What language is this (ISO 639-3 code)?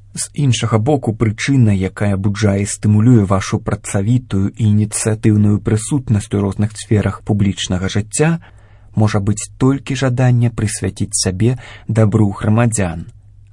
bel